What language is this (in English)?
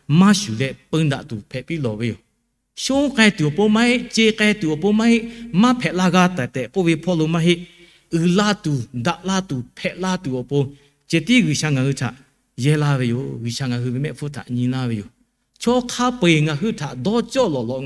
Lahu